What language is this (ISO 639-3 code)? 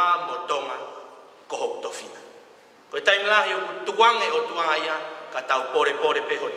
ton